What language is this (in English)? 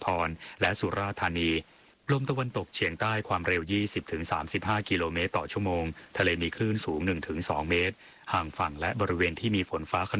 Thai